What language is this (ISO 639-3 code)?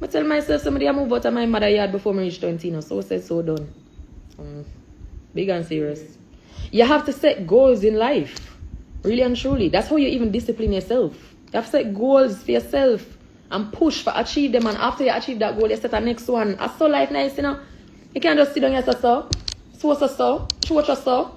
jam